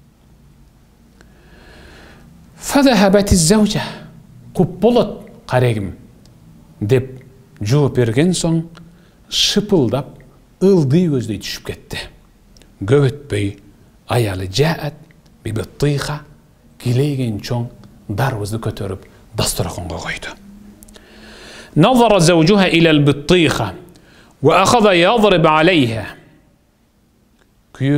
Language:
Kyrgyz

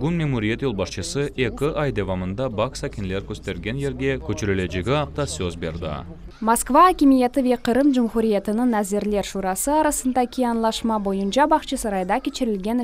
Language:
Crimean Tatar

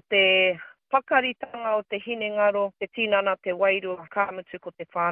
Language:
Māori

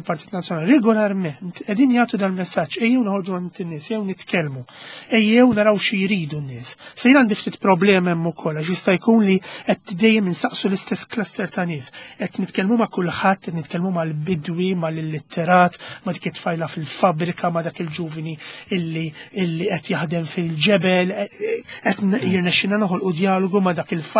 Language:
Maltese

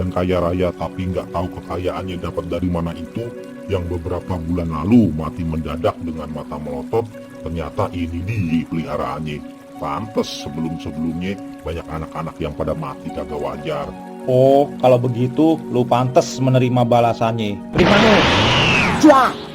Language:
Betawi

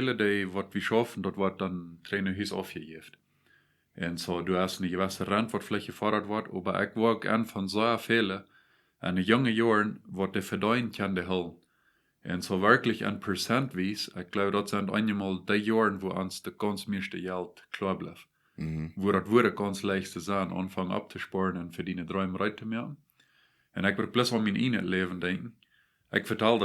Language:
Plautdietsch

